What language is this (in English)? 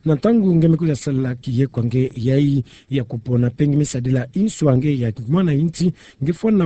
Kituba (Democratic Republic of Congo)